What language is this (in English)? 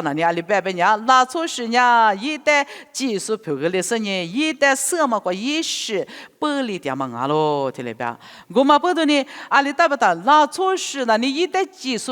Lisu